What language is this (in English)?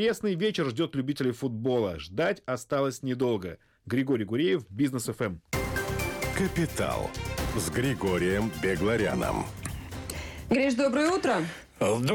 Russian